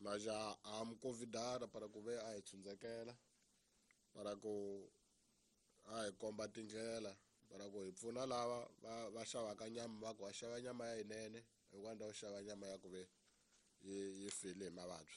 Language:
Tsonga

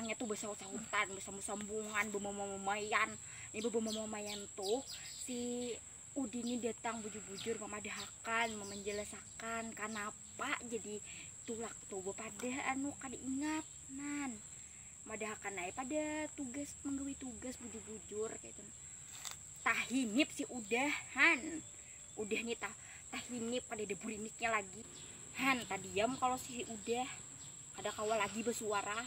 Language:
Banjar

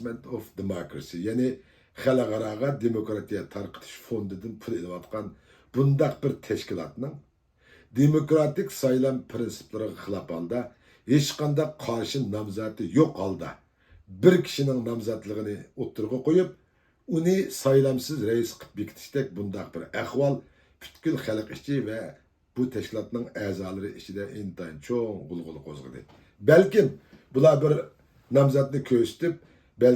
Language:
Uyghur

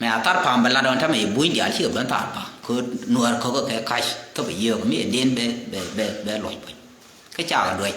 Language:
Nuer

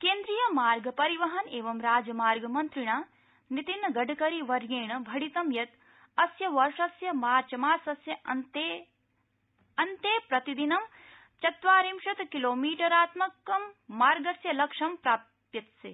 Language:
Sanskrit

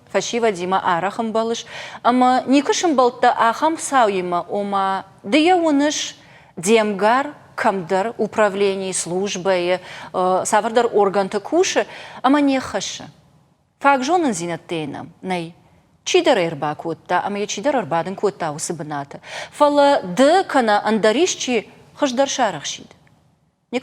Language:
Ossetic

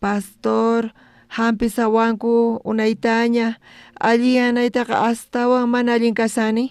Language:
South Bolivian Quechua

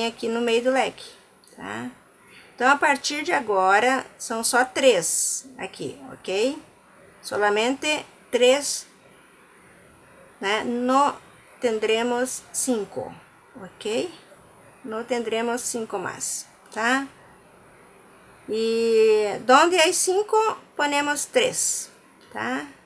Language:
Portuguese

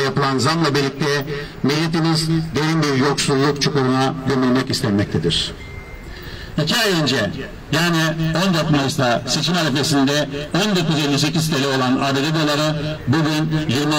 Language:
Turkish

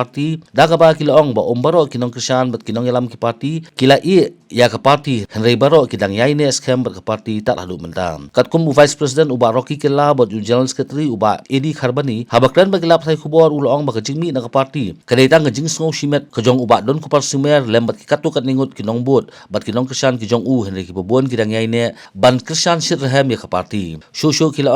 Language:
Khasi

